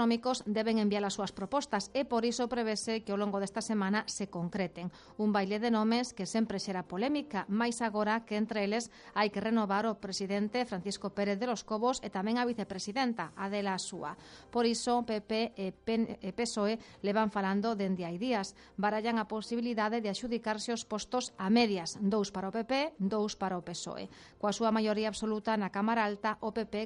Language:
Galician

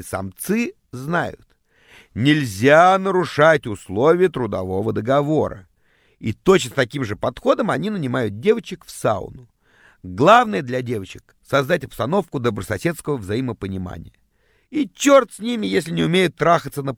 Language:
Russian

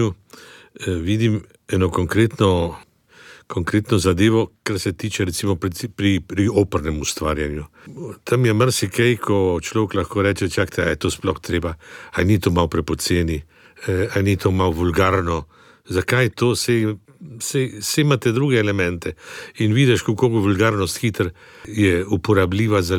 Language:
Slovenian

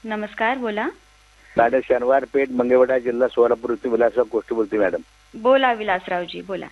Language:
Marathi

